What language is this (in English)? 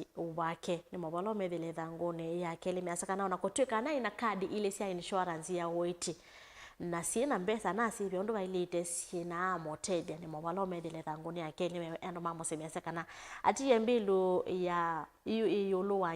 Kamba